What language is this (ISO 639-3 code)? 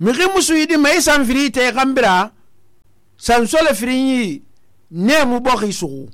sus